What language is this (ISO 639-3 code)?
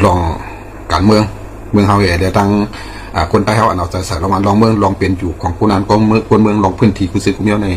shn